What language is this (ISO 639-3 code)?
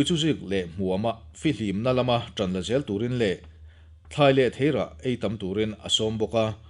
lus